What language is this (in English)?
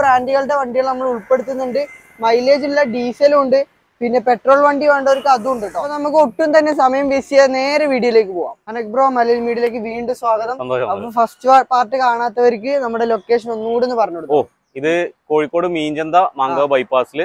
Malayalam